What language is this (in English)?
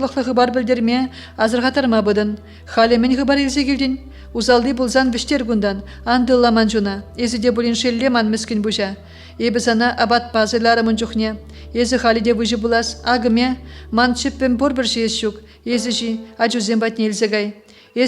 Chuvash